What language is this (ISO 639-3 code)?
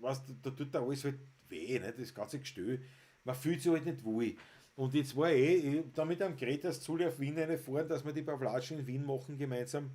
bar